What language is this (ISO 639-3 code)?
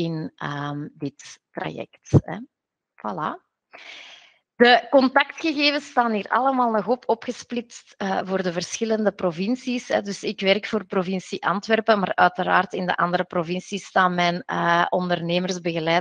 nld